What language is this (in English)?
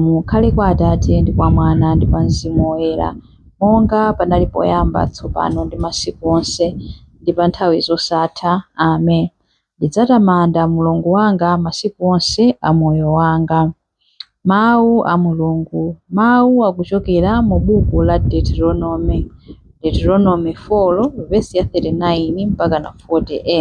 Nyanja